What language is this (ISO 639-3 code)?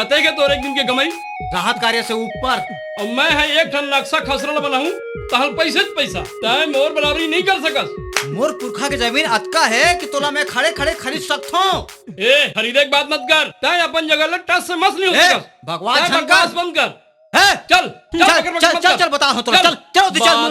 hne